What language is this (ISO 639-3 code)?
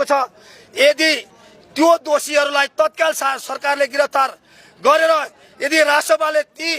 nep